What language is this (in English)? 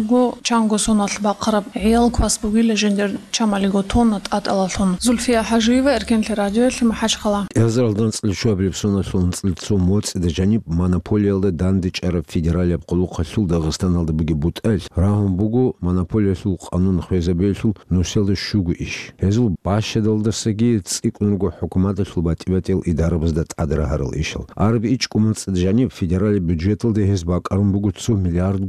Avaric